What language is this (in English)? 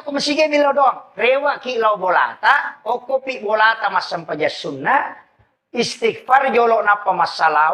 Buginese